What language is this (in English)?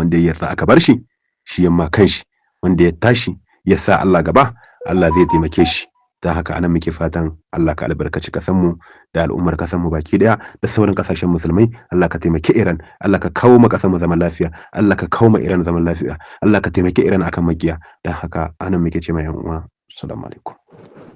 Hausa